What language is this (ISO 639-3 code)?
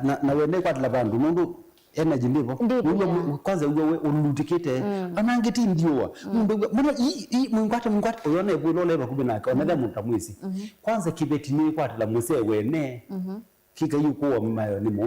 kam